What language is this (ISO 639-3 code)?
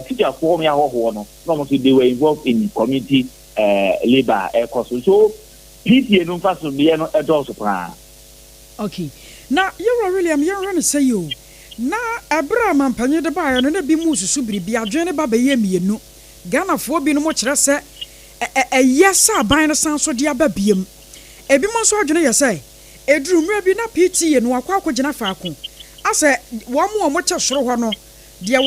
aka